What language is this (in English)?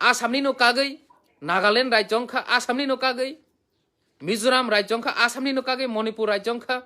Kok Borok